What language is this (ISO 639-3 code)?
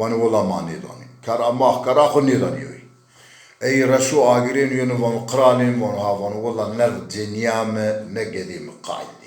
zza